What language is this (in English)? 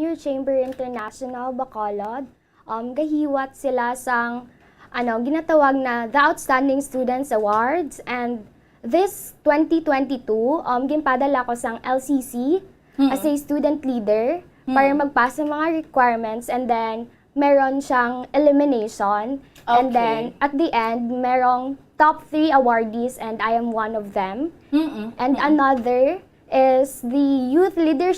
Hiligaynon